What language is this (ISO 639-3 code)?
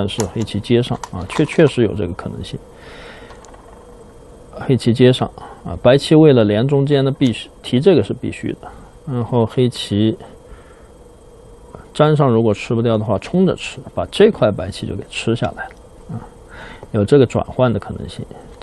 zho